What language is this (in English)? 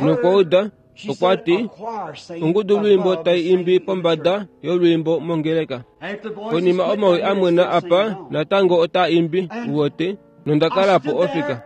Kuanyama